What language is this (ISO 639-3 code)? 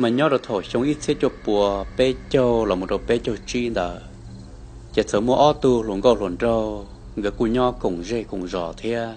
hmn